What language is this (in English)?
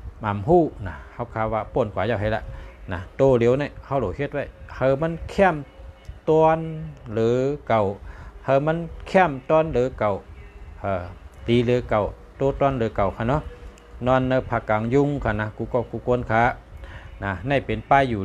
Shan